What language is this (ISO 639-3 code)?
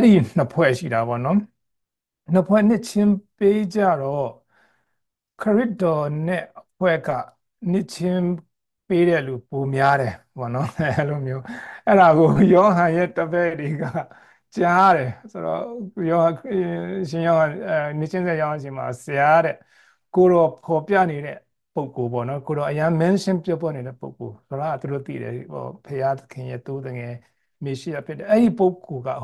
mya